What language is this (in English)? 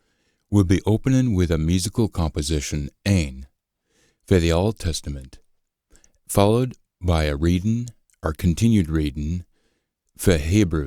Scots